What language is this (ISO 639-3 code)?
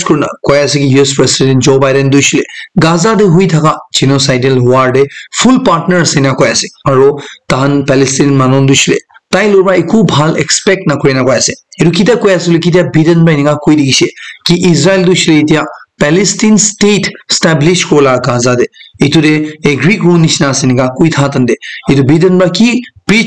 nag